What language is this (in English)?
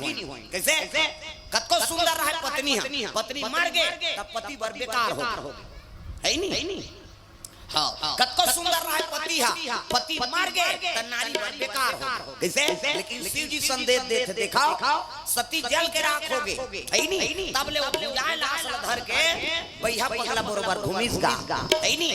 Chhattisgarhi